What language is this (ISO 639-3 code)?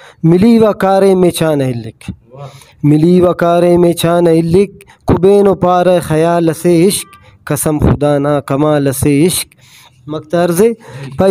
brh